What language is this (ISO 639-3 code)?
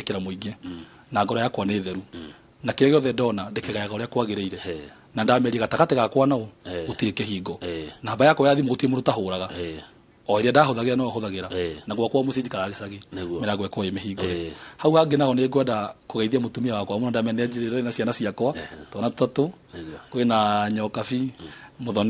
kik